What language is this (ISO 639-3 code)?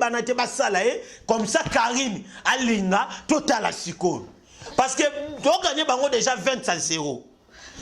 lin